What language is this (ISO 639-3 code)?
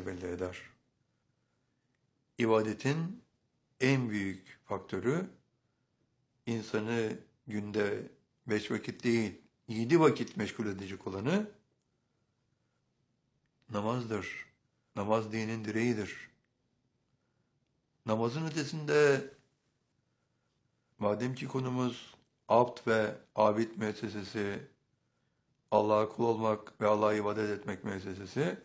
tur